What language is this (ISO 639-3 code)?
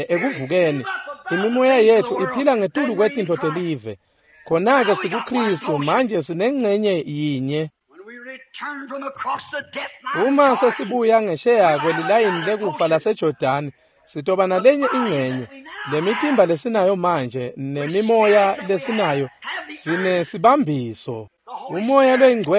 ssw